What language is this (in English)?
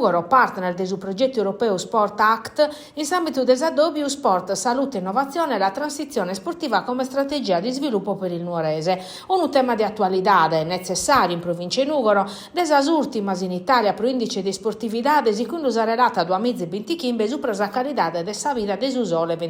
Sardinian